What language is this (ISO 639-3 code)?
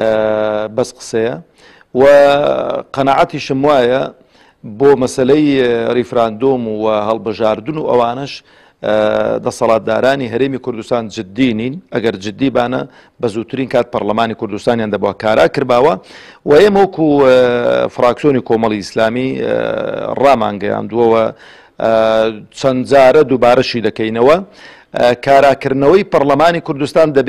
ckb